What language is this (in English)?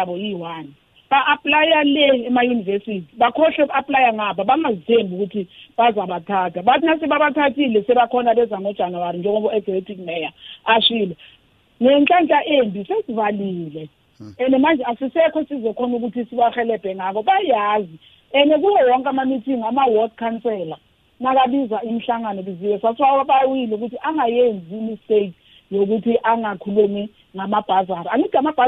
South Ndebele